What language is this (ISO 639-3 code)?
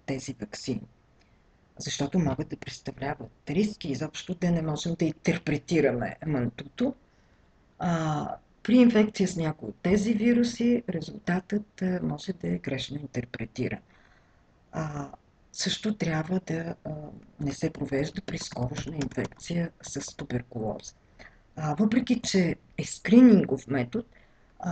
bul